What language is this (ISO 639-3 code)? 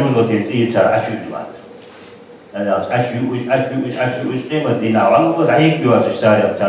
inh